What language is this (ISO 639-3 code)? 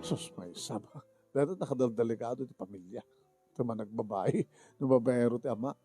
ilo